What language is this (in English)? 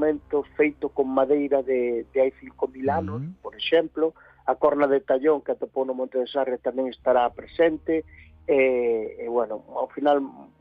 Galician